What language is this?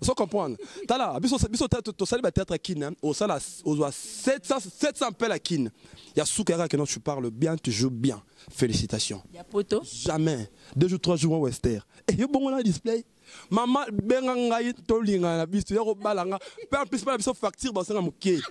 Lingala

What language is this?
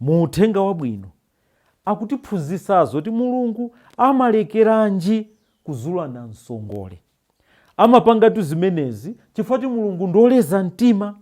Nyanja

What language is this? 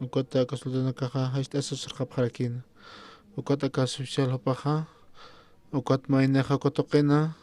Aymara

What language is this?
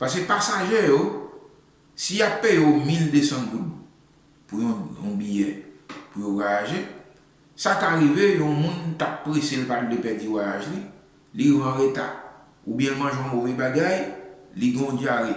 Haitian Creole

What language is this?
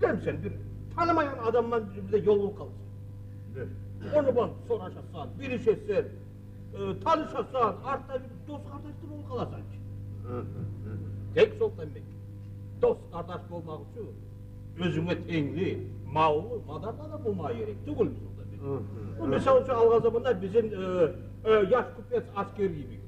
Kumyk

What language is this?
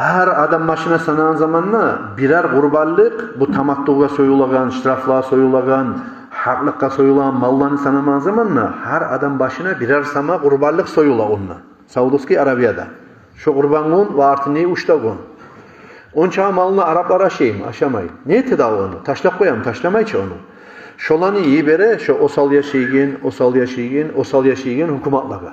Kumyk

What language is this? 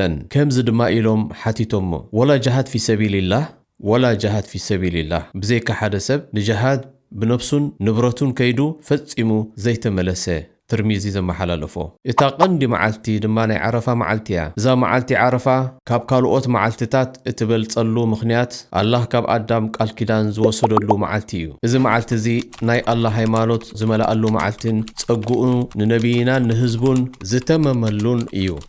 Tigrinya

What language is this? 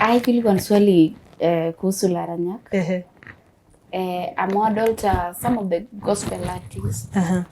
Masai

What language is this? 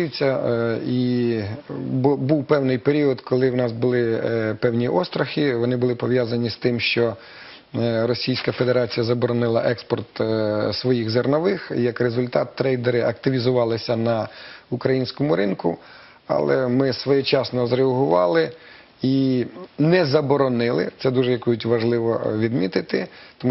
Ukrainian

